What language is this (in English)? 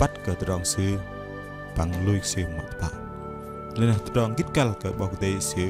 Bahnar